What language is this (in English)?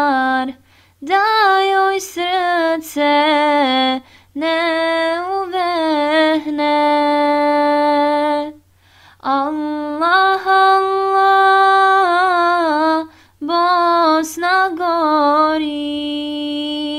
Bosnian